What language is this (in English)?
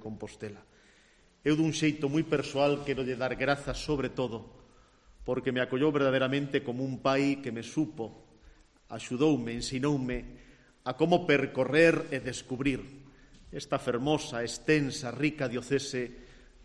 Galician